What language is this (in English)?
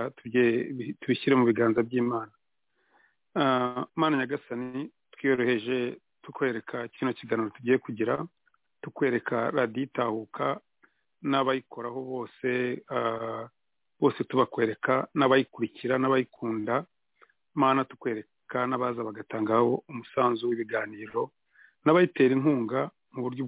Kinyarwanda